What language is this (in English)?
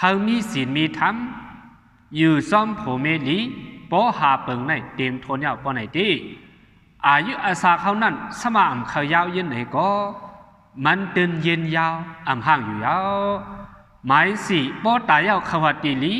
Shan